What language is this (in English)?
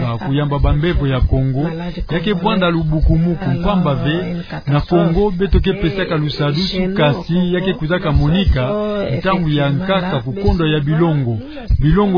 Kituba (Democratic Republic of Congo)